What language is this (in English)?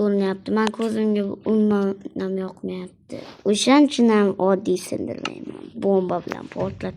Uzbek